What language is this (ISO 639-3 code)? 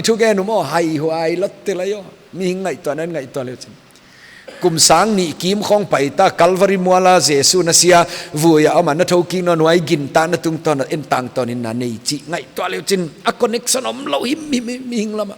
pck